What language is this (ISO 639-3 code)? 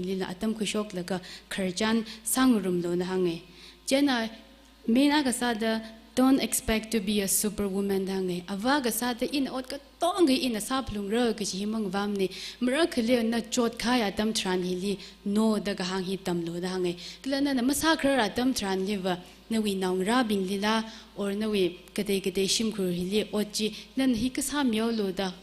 nmf